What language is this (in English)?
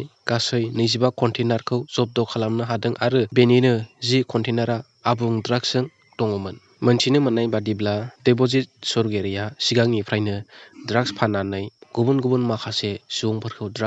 Bodo